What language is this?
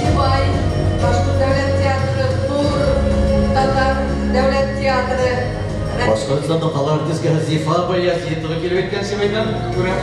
Bashkir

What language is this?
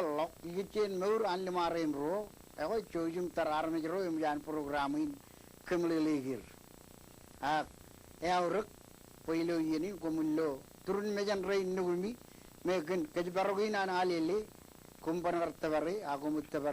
Marshallese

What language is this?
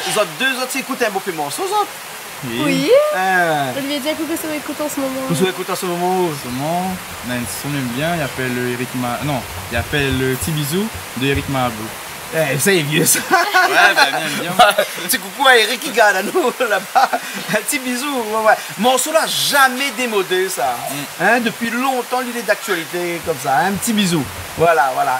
Réunion Creole French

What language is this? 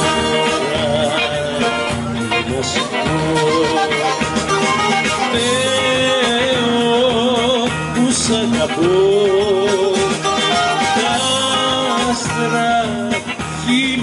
Greek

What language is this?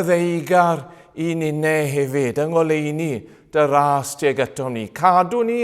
Welsh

